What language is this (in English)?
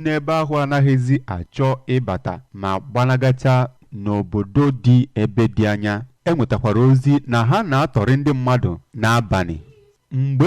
Igbo